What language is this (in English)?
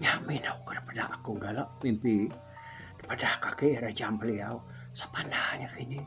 Iban